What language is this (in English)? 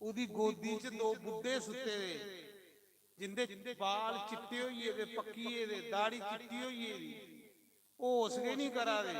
Dogri